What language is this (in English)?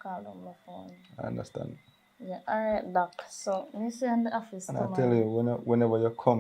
Jamaican Creole English